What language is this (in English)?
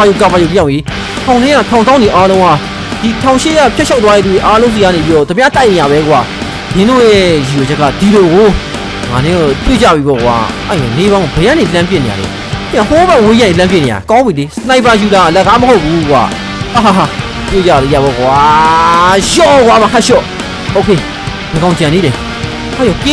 Burmese